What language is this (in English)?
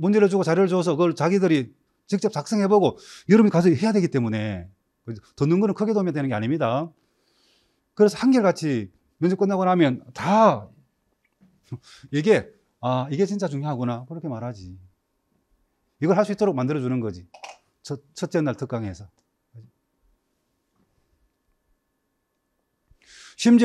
Korean